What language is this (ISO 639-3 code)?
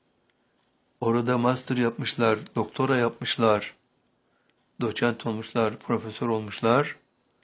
tur